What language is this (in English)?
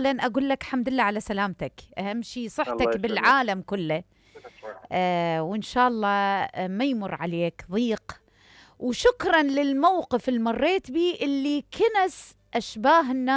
Mesopotamian Arabic